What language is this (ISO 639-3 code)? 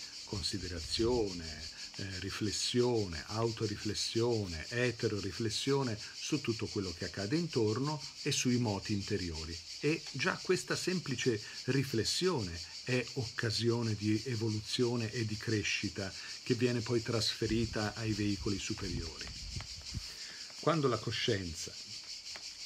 ita